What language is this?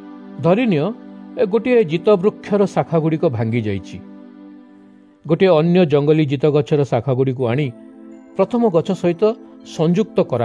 Odia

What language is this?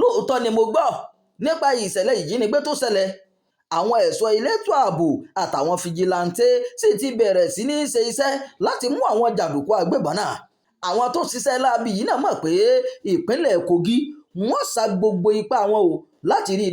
Yoruba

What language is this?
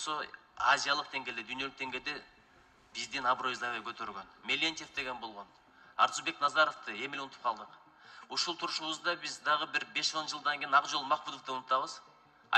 Kyrgyz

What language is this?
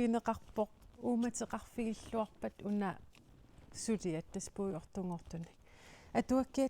Kalaallisut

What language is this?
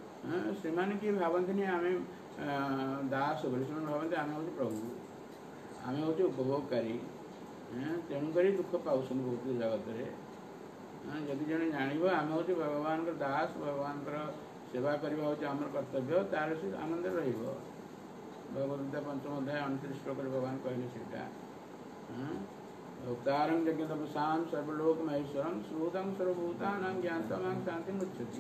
Odia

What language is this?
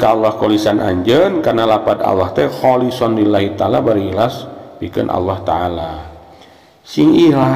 Sundanese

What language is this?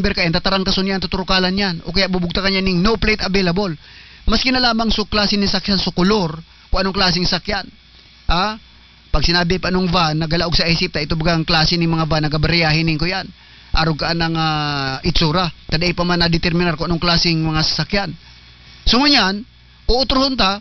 Bikol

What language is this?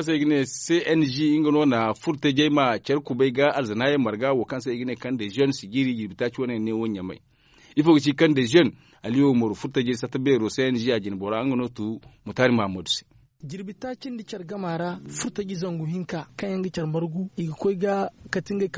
Zarma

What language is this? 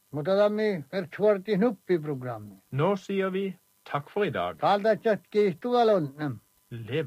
Norwegian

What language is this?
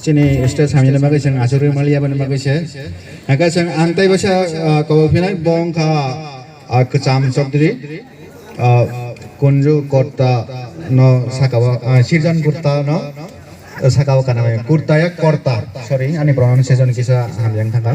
Kok Borok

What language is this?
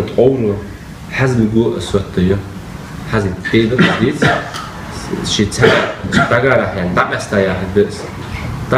Ingush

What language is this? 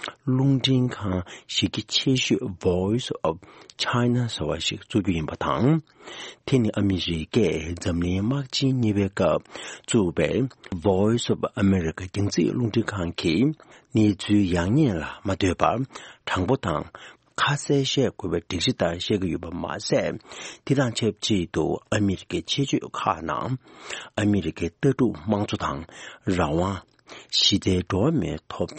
Tibetan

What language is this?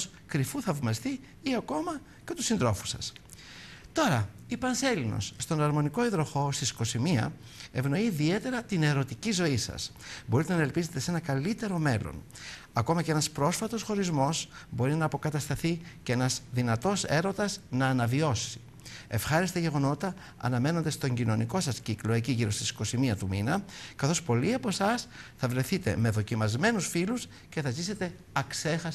Greek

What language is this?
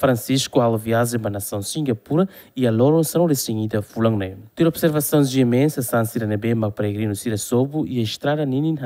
Tetum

